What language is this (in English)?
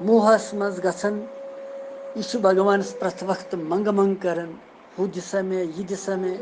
Kashmiri